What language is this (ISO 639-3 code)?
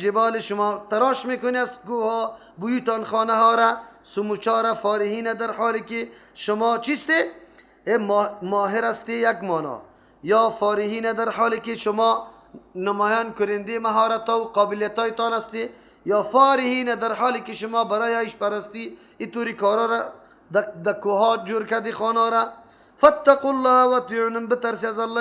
fas